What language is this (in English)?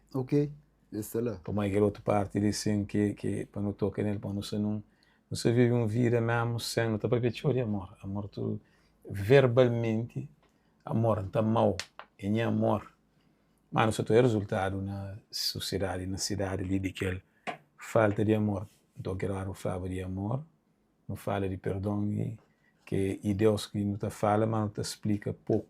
Kabuverdianu